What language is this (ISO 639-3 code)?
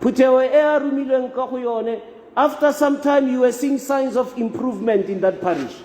tsn